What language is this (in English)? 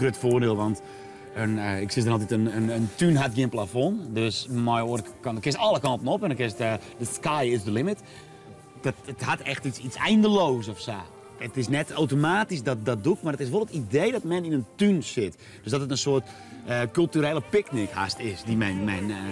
Western Frisian